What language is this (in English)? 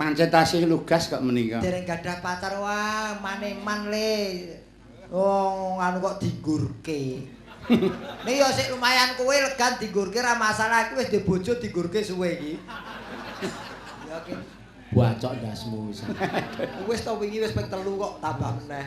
Javanese